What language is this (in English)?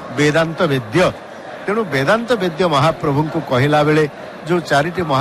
Odia